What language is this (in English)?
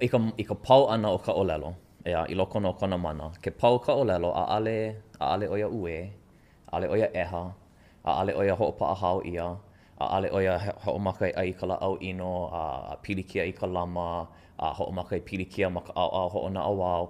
Hawaiian